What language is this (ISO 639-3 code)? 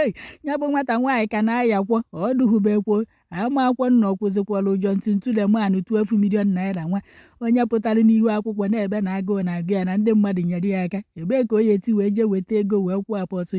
ibo